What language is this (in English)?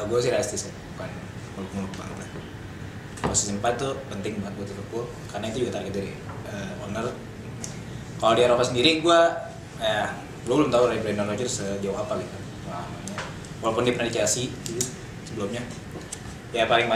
Indonesian